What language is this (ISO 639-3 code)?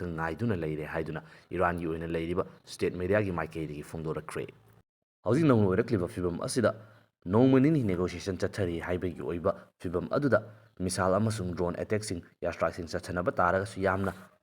mni